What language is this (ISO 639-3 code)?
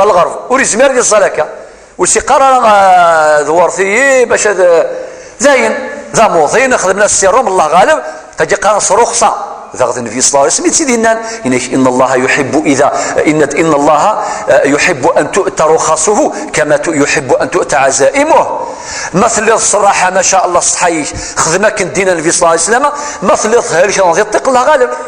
kab